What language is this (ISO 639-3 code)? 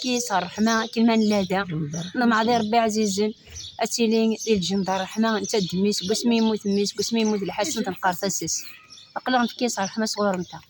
kab